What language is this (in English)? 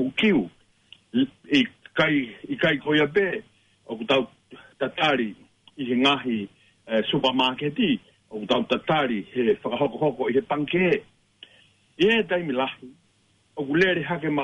Tongan